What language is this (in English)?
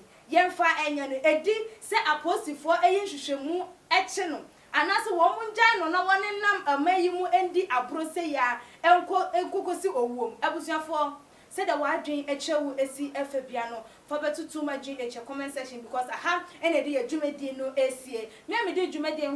Akan